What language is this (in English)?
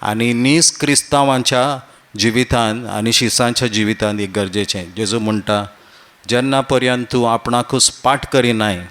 Konkani